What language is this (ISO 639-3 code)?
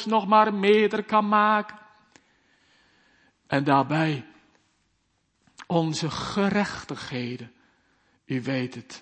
nld